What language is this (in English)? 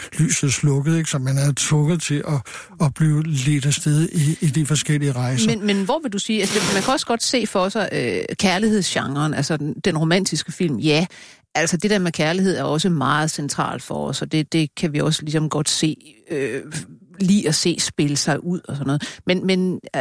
Danish